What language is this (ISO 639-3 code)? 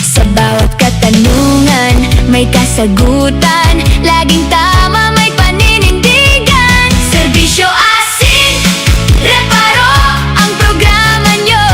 bik